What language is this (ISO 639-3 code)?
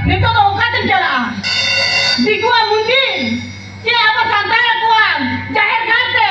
sat